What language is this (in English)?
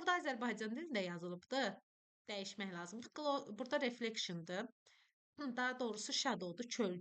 Azerbaijani